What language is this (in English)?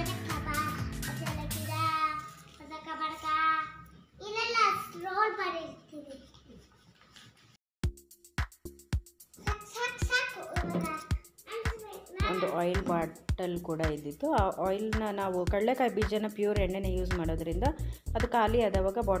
Kannada